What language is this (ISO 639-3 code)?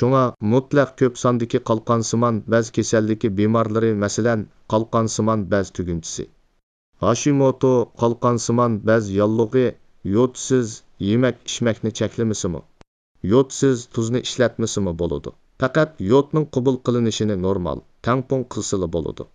uig